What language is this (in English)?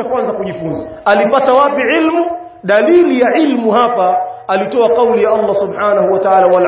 Swahili